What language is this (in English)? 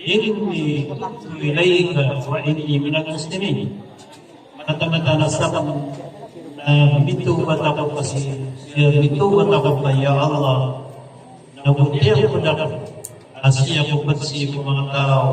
Maranao